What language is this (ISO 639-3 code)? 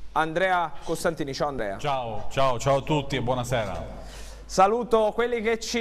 ita